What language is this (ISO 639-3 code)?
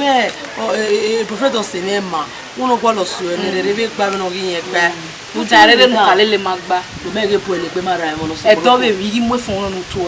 bin